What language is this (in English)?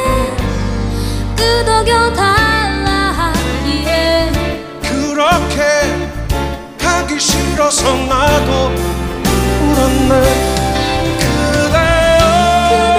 Korean